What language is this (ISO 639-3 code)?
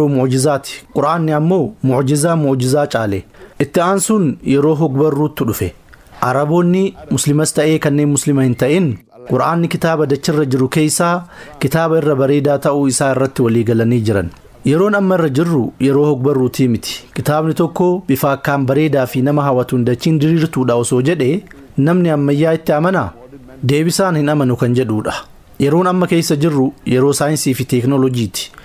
orm